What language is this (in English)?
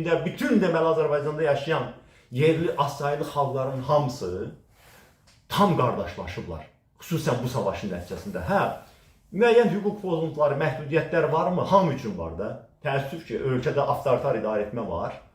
Azerbaijani